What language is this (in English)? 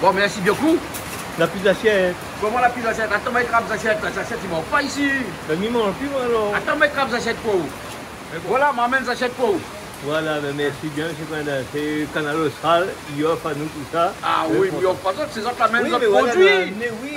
Réunion Creole French